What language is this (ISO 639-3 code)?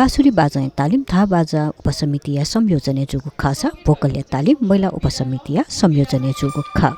new